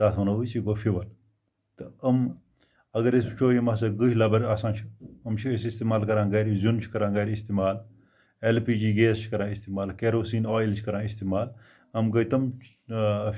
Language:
Kashmiri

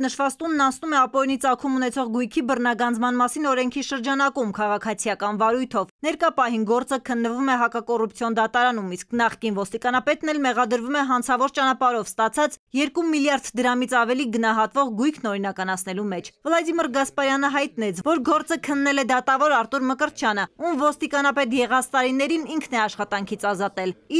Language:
Armenian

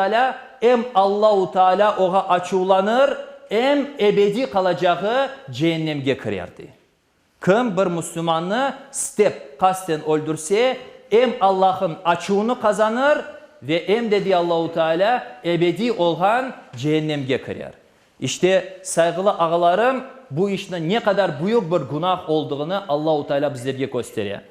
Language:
Crimean Tatar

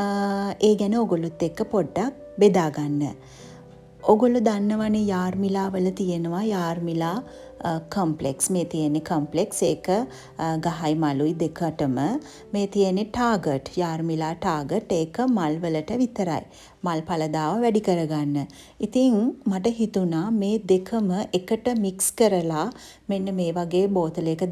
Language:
Sinhala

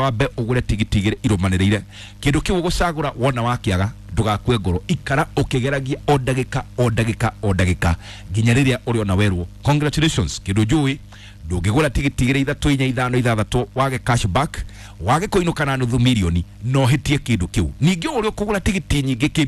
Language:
Kikuyu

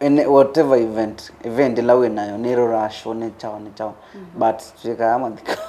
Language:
Kamba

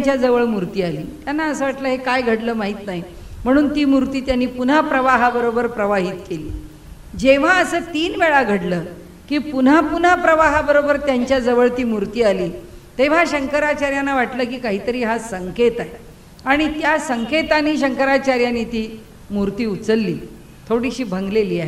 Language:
Marathi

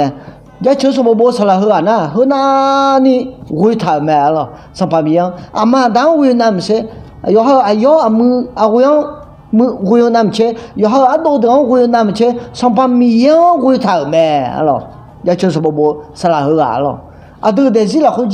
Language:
Akha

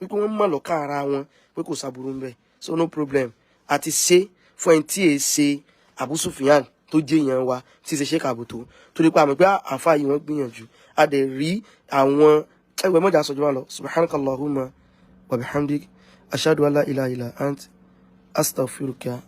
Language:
Yoruba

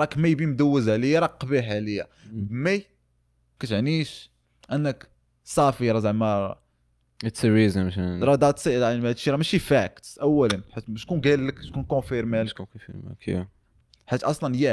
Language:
Moroccan Arabic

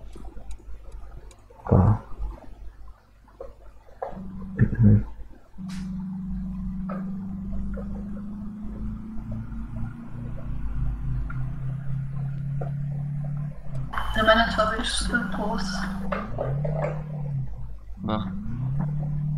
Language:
Bulgarian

